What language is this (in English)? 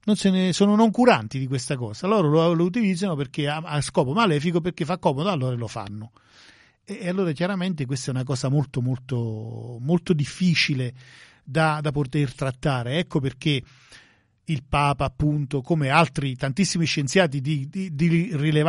Italian